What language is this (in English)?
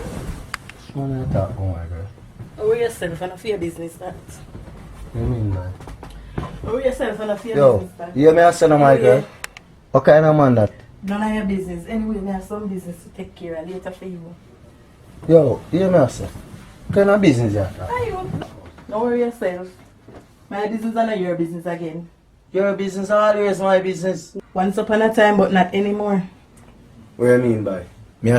Jamaican Creole English